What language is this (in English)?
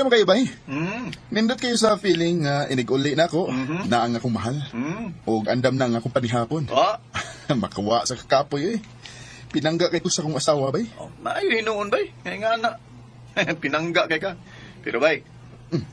Cebuano